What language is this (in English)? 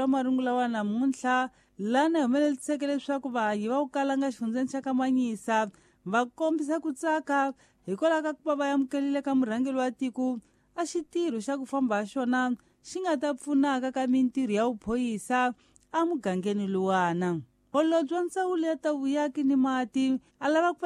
Tsonga